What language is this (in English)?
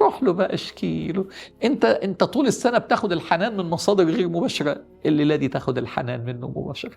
Egyptian Arabic